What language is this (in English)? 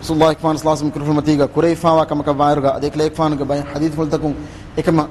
Divehi